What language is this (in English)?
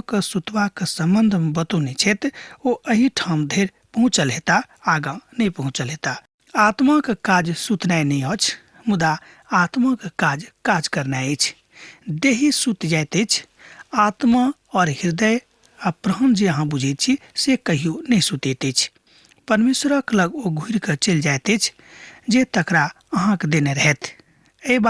Maithili